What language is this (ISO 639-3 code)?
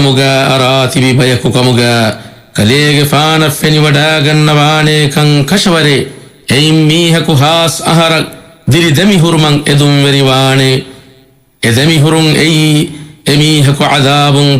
div